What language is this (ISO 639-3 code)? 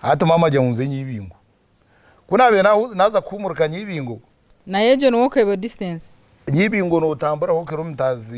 nyn